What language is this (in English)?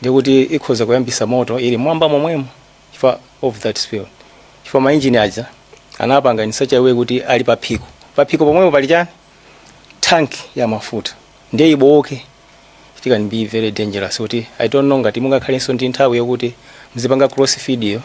Nyanja